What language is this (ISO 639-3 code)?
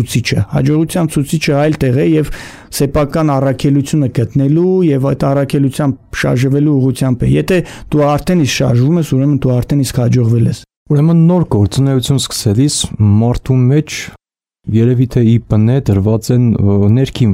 hye